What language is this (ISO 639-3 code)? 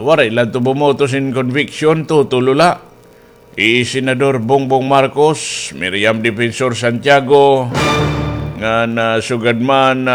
war